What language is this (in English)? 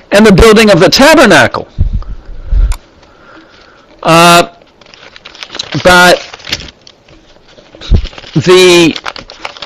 English